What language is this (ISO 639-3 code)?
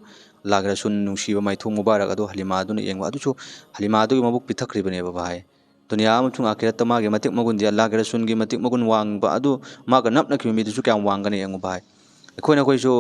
mni